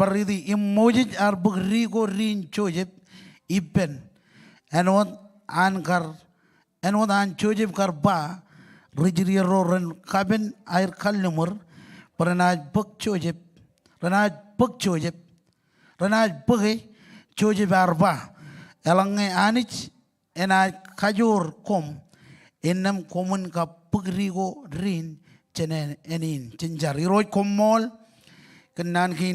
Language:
Marshallese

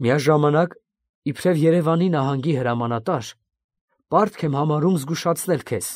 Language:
Armenian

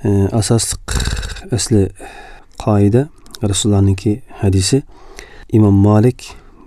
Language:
Uzbek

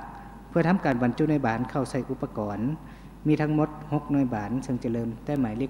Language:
Lao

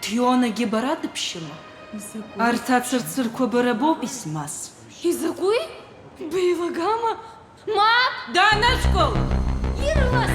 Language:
Abkhazian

